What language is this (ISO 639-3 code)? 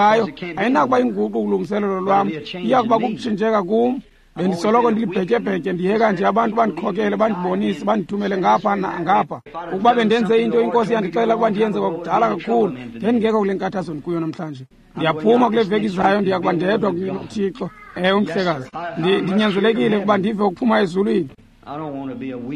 xho